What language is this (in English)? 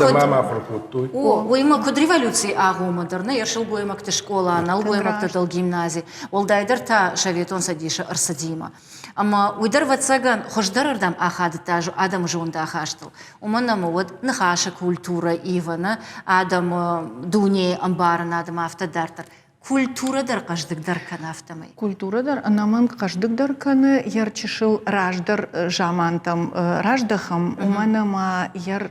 Ossetic